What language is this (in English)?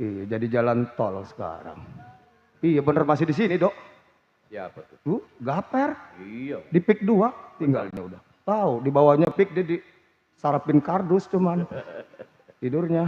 Betawi